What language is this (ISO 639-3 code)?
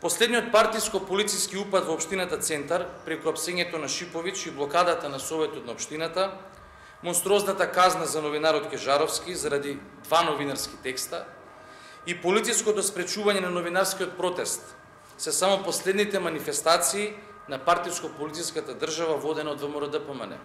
mkd